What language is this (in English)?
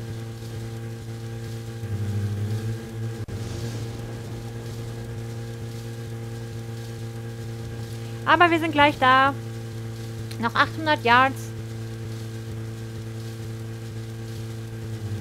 German